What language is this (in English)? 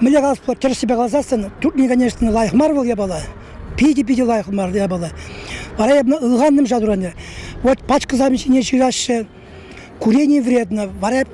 Chuvash